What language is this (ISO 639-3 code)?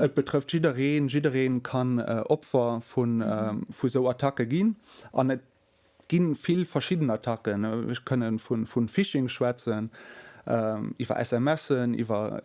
ltz